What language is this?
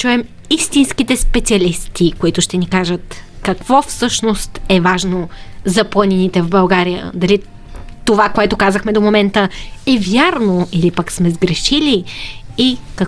Bulgarian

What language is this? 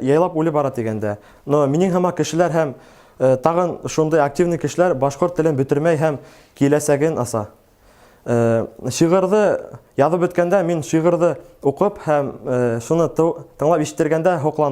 Bashkir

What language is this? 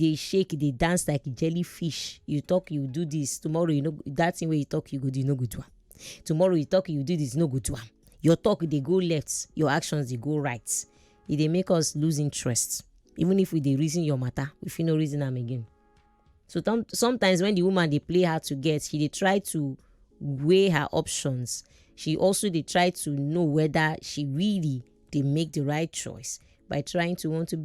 Nigerian Pidgin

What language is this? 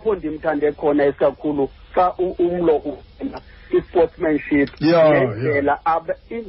Xhosa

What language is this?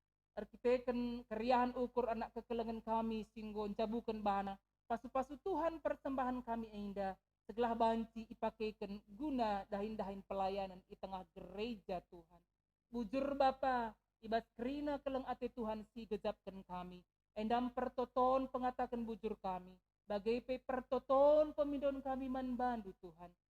Batak Karo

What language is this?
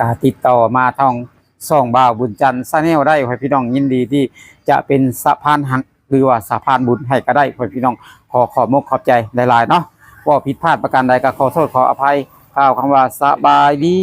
Lao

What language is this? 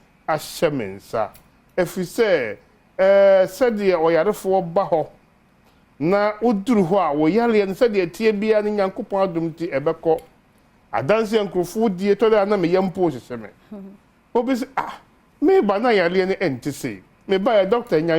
Akan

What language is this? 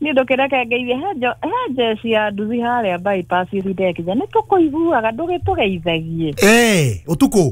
Kikuyu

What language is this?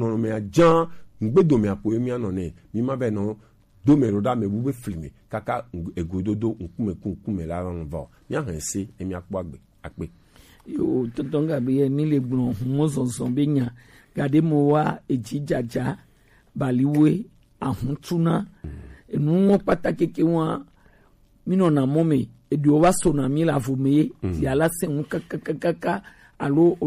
Gen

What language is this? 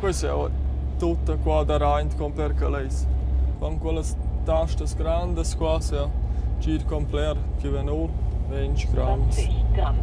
Romansh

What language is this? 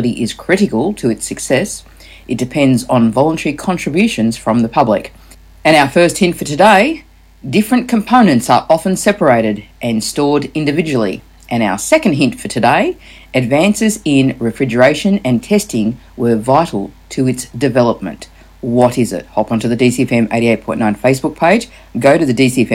English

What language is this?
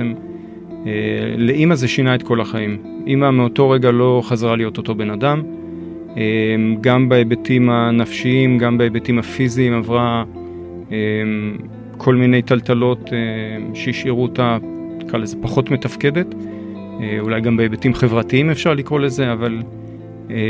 Hebrew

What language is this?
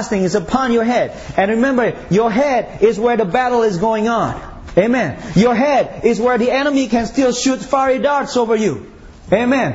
English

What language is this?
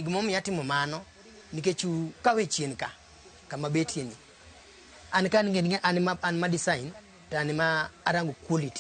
Luo (Kenya and Tanzania)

